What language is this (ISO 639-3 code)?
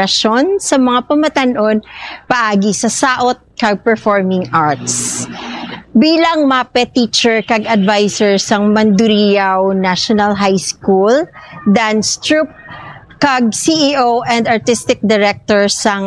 hil